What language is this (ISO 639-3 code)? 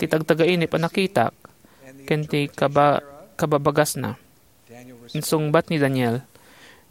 ilo